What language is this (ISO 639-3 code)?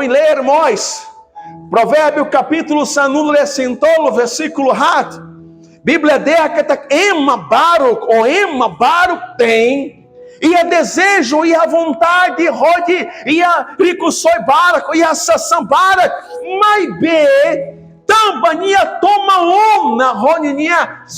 tet